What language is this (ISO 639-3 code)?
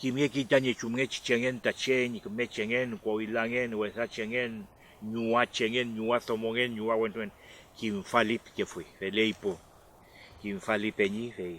arn